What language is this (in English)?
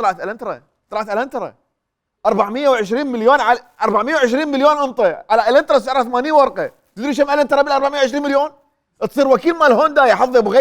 Mesopotamian Arabic